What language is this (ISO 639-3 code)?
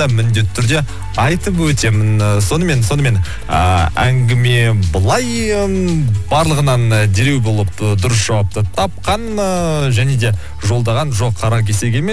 kaz